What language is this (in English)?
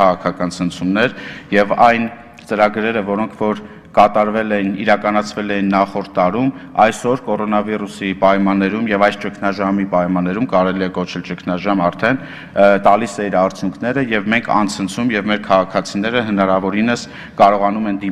Armenian